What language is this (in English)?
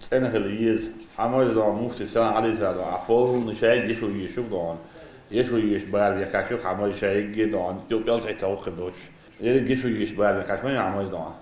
Chechen